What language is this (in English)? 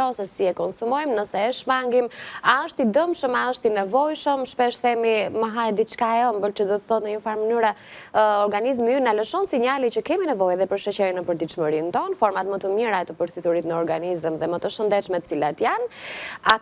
Albanian